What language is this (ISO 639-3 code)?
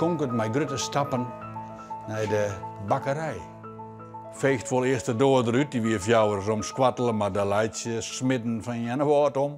fry